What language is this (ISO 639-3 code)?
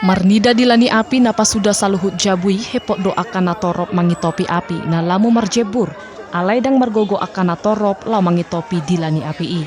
bbc